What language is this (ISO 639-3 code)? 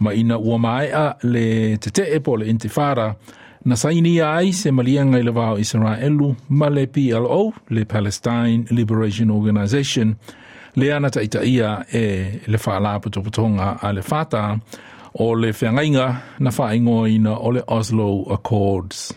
smo